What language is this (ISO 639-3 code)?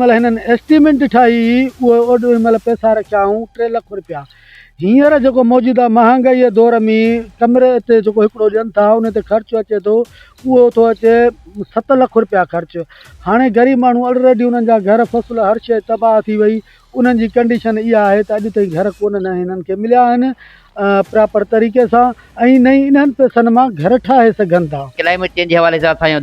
snd